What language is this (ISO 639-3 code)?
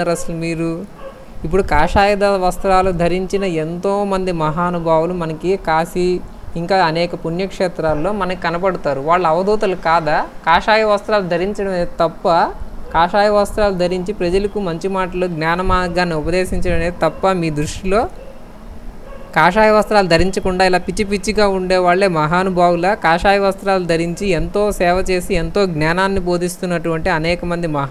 tel